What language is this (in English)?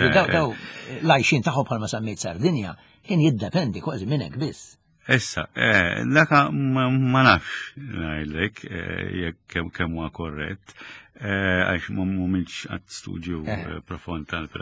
Maltese